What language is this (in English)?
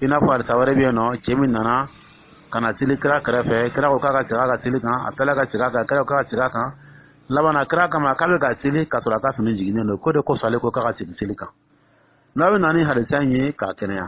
Dyula